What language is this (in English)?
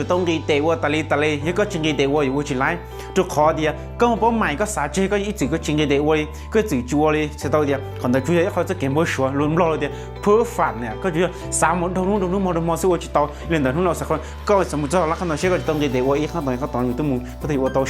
Hmong